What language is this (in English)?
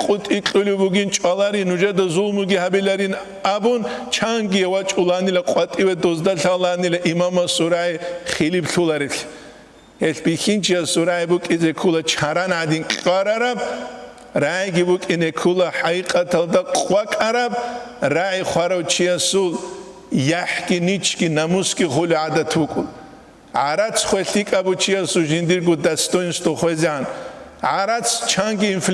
Avaric